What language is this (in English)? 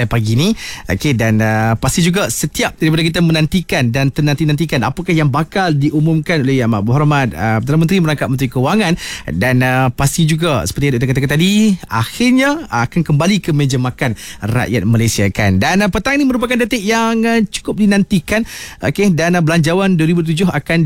Malay